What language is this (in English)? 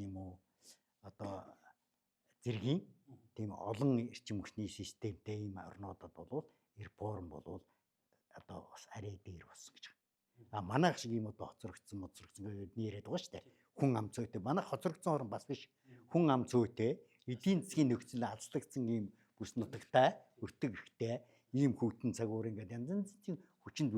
Mongolian